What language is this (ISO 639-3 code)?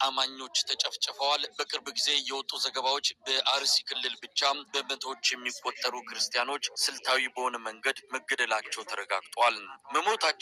amh